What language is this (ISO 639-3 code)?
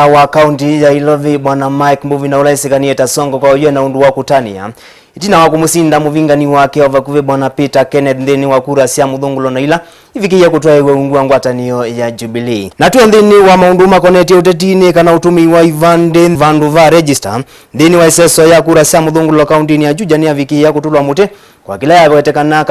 kam